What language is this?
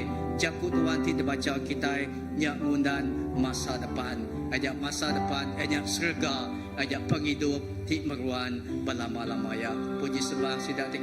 Iban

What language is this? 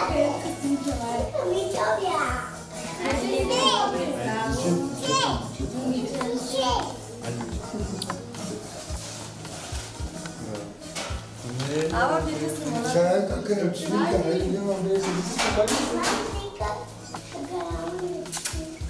Bulgarian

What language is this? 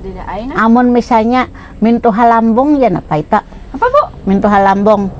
Banjar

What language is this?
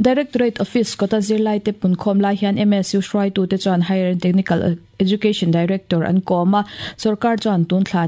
Mizo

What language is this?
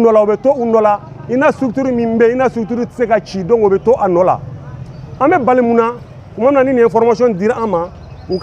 Bambara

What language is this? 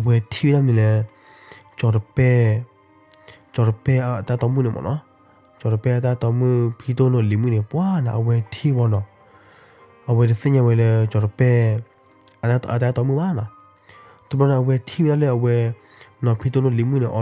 S'gaw Karen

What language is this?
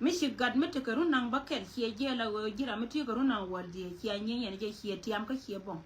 Nuer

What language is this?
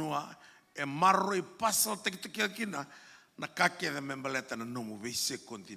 Fijian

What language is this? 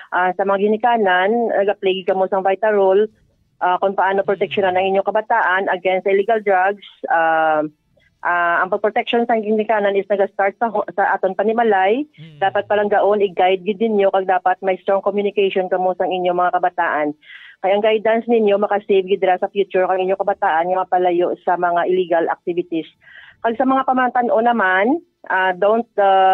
Hiligaynon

